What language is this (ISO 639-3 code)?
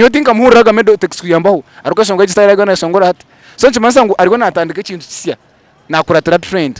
nyn